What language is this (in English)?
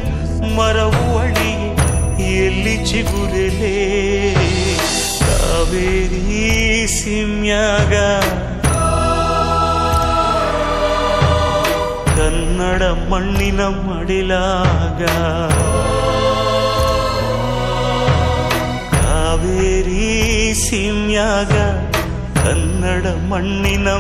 Kannada